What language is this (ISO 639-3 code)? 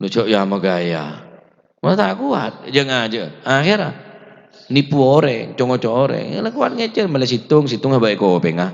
mad